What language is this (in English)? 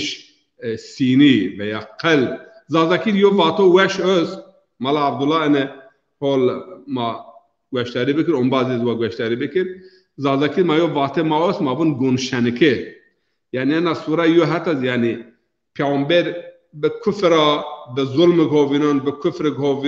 Zaza